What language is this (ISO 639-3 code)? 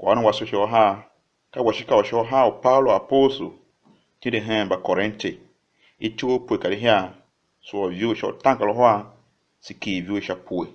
tiv